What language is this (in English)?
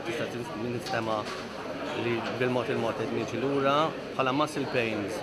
Maltese